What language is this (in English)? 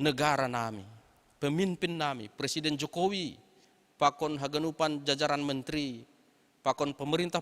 Batak Simalungun